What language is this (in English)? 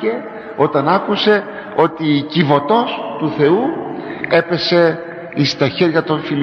Greek